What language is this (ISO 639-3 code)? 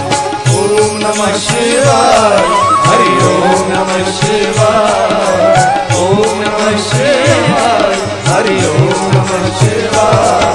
guj